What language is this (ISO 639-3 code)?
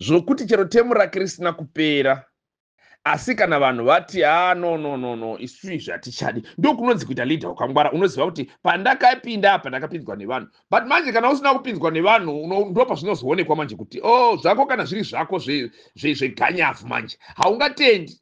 sna